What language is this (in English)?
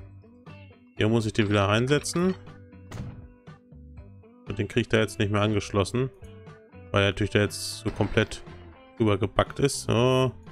German